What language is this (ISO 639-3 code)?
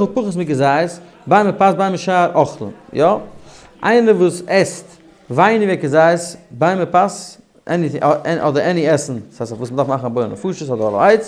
yid